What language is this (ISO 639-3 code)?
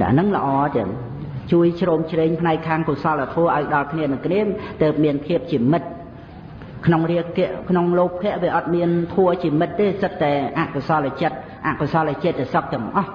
khm